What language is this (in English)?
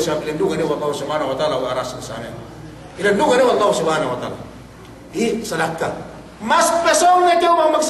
Yakan